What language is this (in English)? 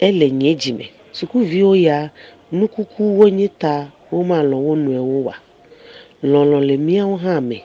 Ewe